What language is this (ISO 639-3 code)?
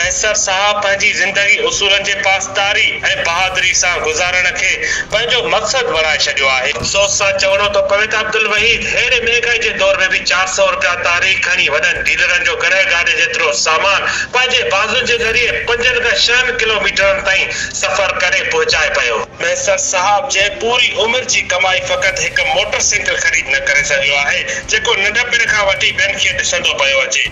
snd